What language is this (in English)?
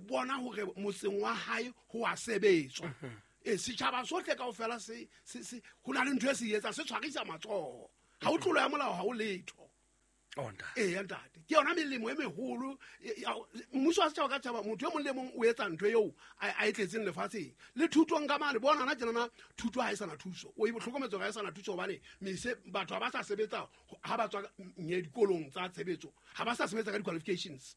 Southern Sotho